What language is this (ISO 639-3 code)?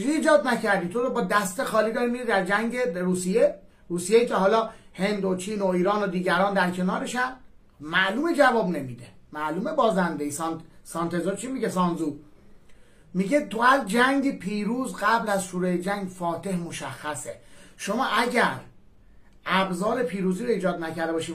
fas